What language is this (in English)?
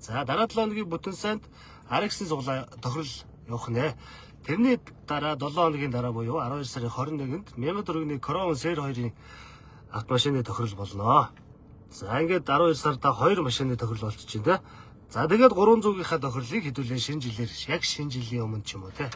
Mongolian